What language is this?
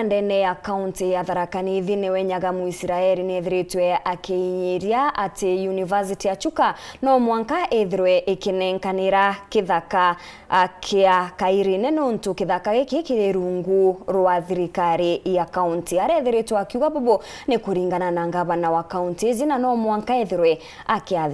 Meru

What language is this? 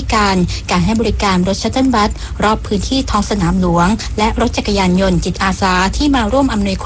Thai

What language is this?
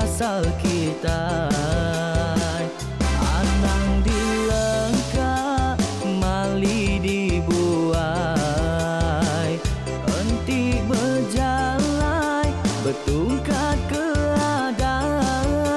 Iban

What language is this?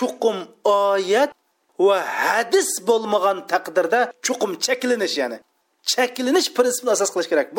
Uyghur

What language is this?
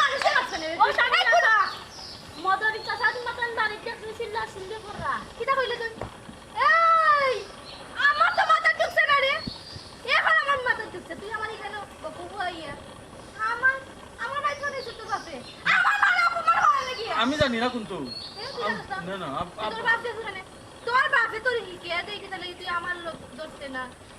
Sylheti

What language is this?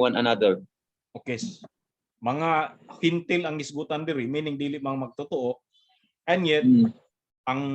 Cebuano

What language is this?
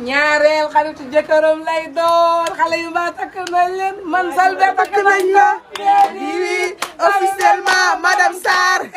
Wolof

